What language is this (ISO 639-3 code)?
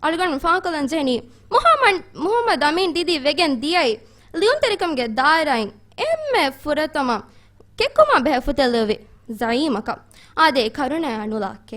div